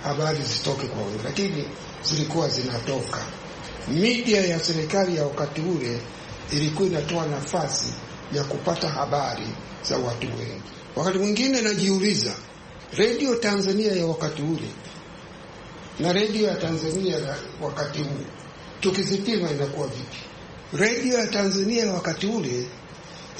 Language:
Swahili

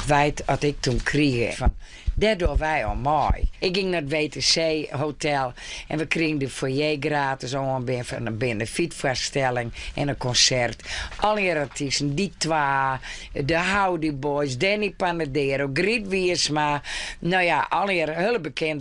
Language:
Western Frisian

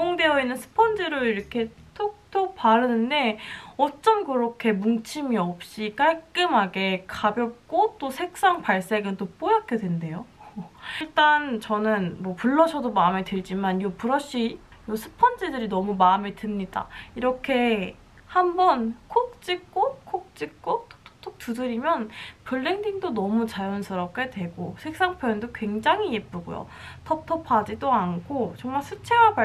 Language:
Korean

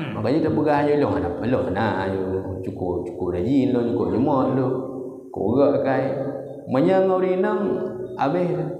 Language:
Achinese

